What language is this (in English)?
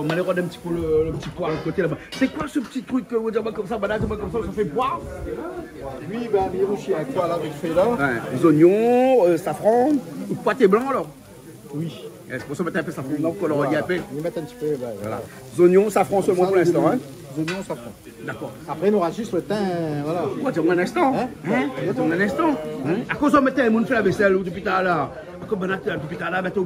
Réunion Creole French